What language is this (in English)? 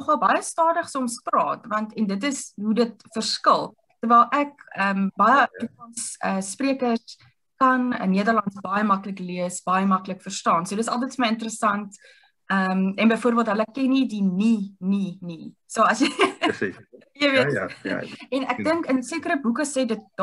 Afrikaans